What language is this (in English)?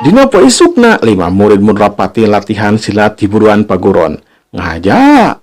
Sundanese